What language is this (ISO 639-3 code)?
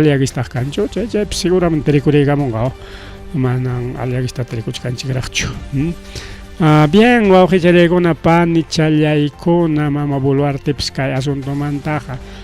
quy